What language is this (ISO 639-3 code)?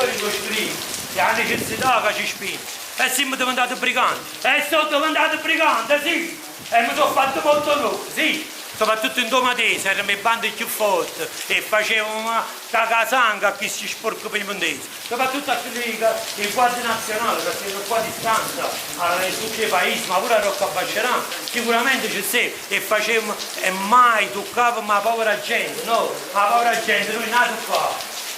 nap